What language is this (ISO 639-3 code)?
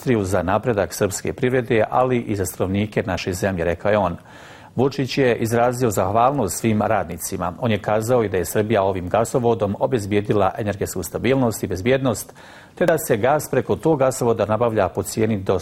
bos